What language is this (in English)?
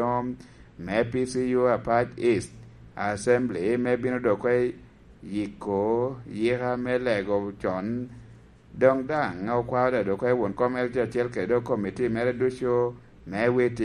Lango (Uganda)